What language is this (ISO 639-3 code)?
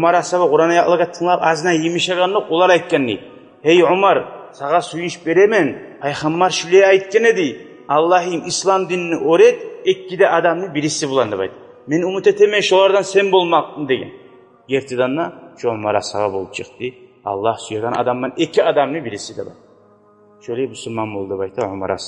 kum